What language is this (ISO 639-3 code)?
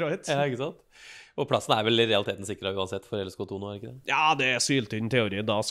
nor